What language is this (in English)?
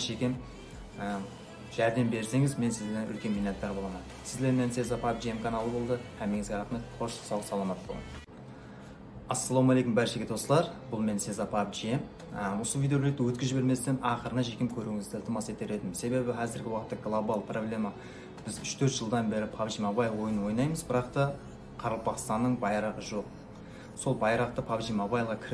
Kara-Kalpak